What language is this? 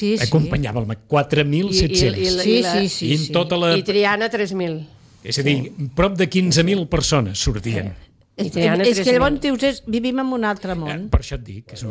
Catalan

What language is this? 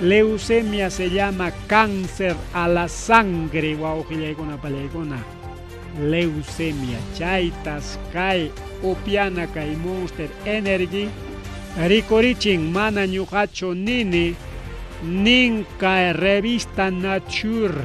Ayacucho Quechua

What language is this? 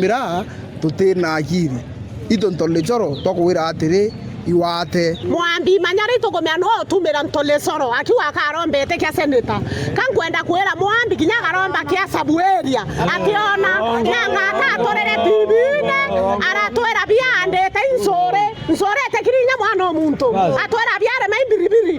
Meru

